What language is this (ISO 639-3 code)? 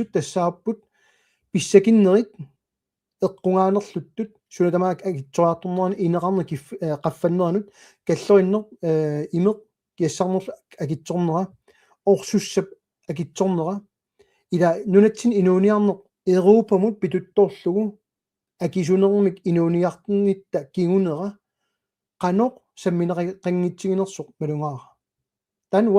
kal